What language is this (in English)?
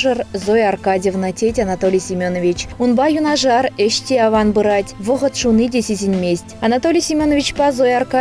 Chuvash